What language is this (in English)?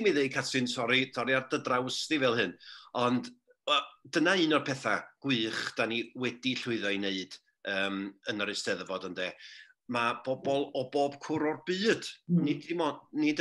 Welsh